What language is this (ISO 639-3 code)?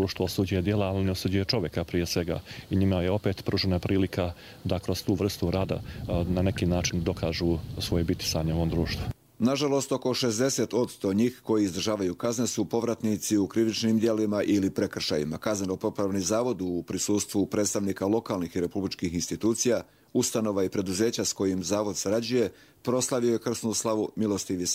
hrv